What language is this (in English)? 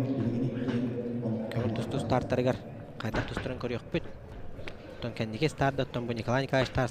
Yakut